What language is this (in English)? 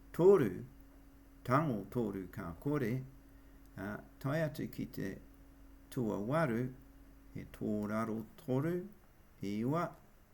Māori